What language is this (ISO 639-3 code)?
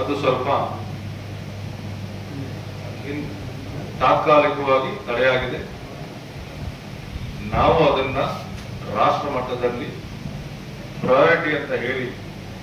kan